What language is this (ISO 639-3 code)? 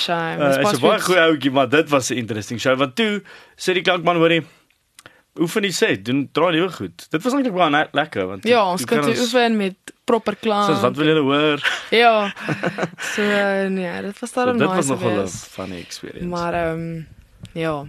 afr